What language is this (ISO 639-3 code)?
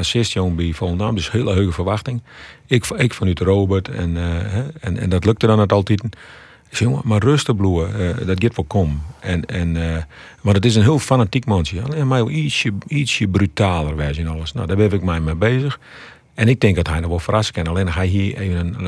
fry